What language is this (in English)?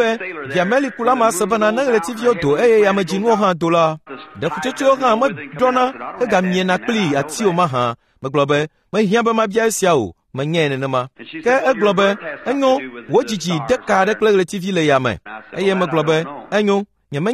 Ewe